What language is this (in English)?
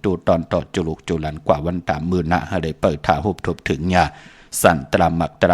Shan